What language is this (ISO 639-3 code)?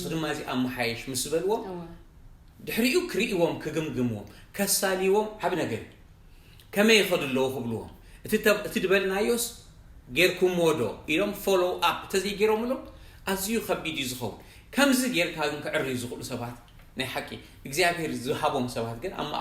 tir